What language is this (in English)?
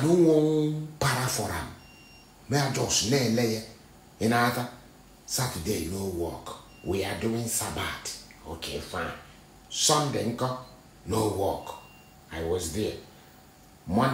Nigerian Pidgin